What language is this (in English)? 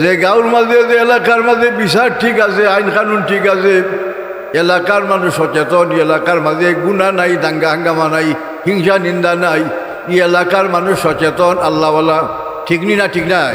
Sylheti